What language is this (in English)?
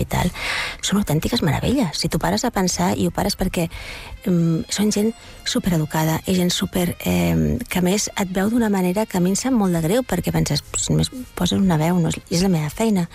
Catalan